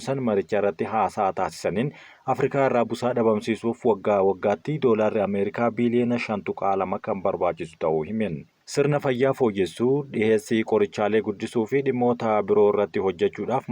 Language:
Oromo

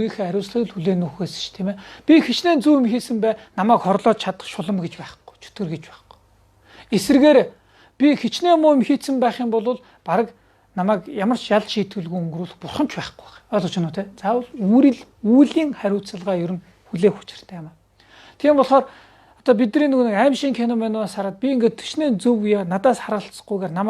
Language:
Mongolian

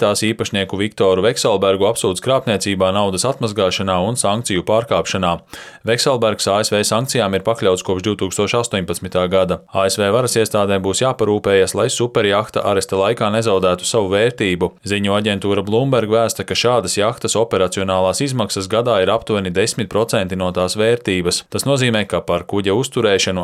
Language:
Latvian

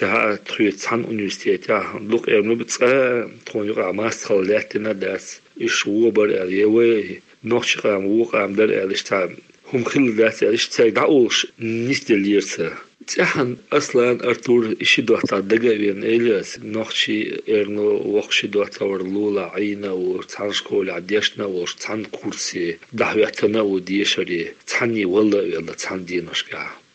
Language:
Chechen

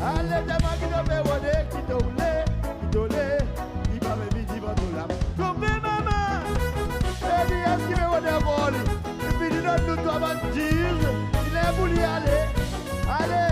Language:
Seselwa Creole French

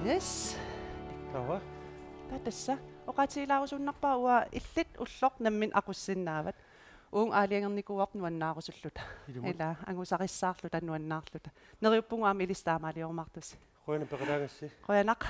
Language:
Kalaallisut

